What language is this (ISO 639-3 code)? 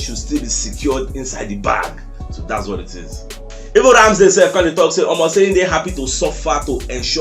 pcm